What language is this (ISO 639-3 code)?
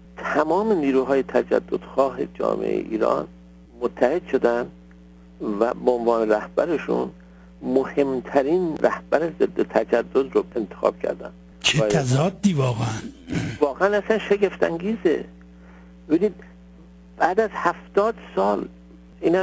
fas